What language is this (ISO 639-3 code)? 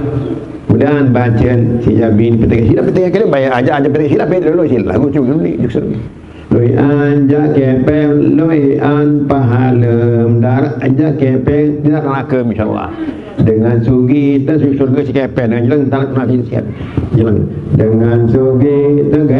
sas